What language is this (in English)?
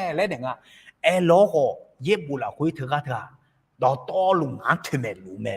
Akha